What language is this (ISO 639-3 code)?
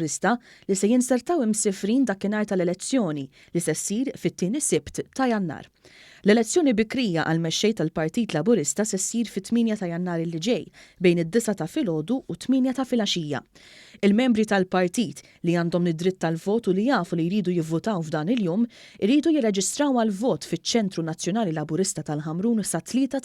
mlt